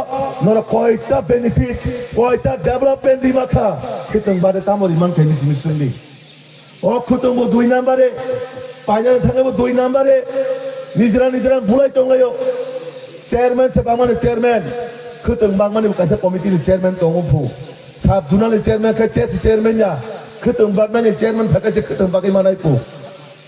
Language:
Kok Borok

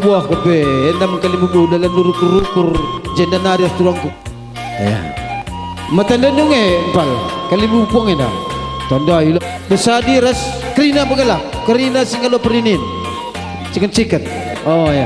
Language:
Batak Karo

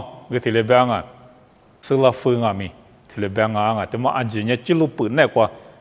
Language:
Lisu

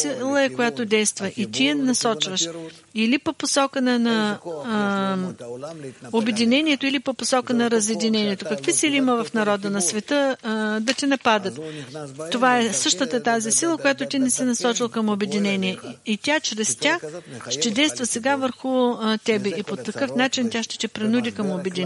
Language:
Bulgarian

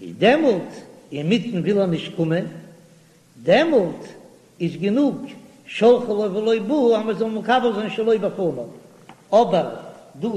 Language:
Yiddish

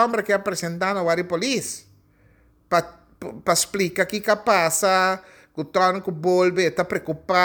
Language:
Papiamento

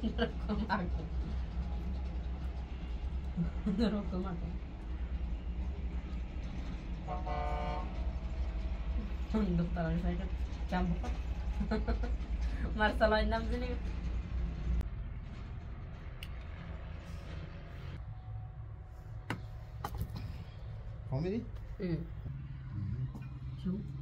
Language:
Persian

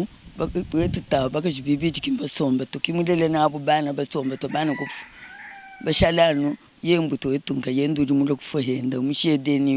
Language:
Luba-Lulua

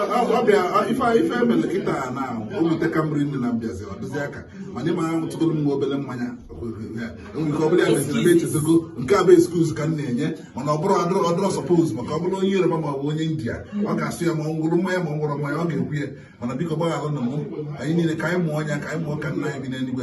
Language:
Igbo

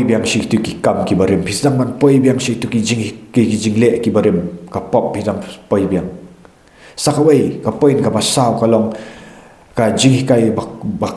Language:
Khasi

